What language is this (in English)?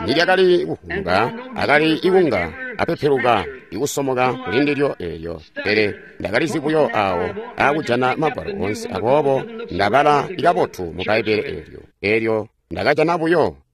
Tonga (Zambia)